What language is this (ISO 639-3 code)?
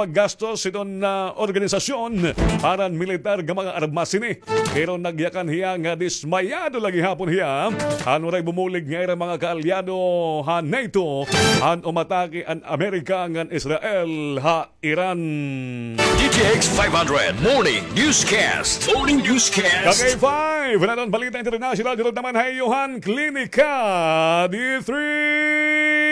war